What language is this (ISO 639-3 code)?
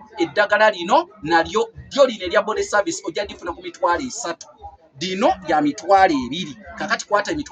lug